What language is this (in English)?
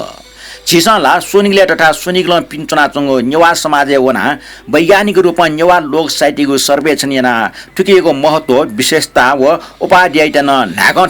Newari